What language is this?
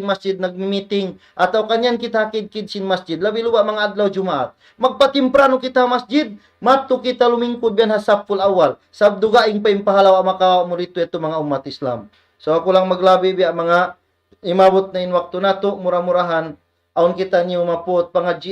Tausug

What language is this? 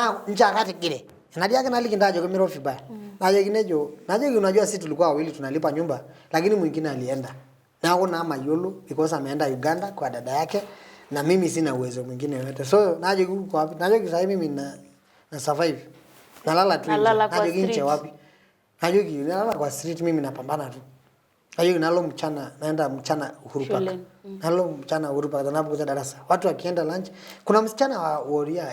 Masai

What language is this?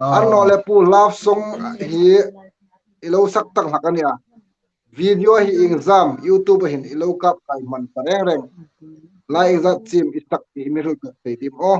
Hmar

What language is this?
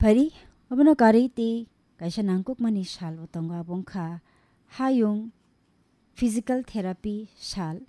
Kok Borok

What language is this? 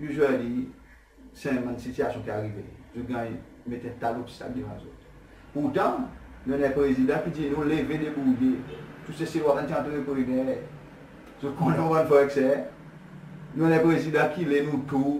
Seselwa Creole French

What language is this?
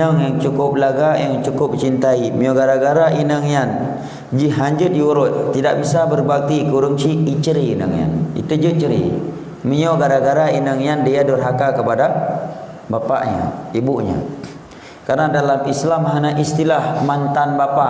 Achinese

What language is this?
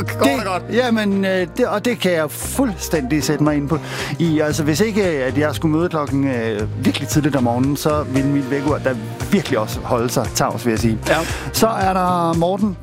Danish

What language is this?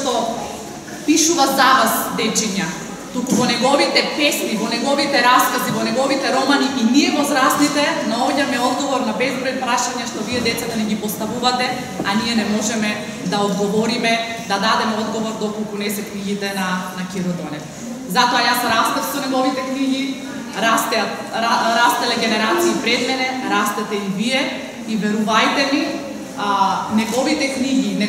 Macedonian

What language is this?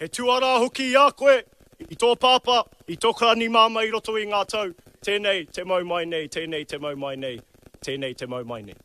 Māori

